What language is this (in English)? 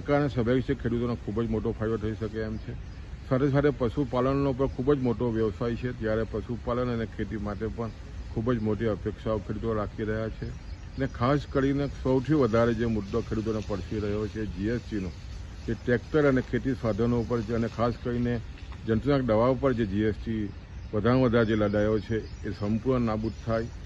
Gujarati